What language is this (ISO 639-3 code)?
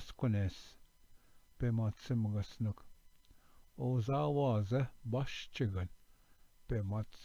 oji